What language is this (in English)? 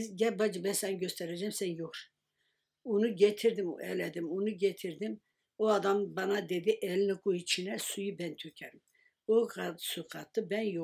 Turkish